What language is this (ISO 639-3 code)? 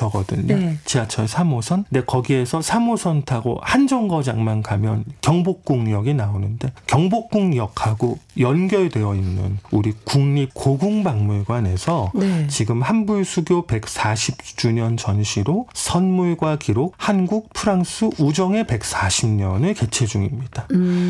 kor